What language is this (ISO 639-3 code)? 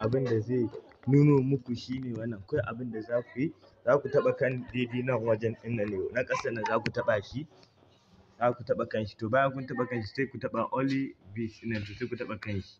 hau